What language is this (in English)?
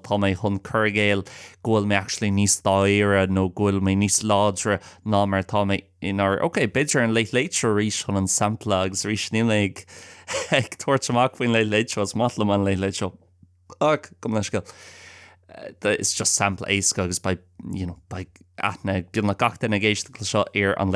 Irish